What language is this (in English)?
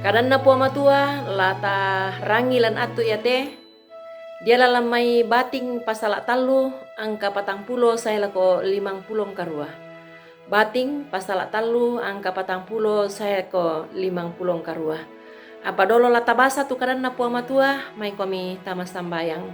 Toraja-Sa'dan